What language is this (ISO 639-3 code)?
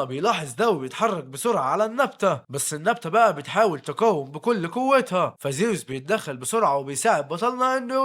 arz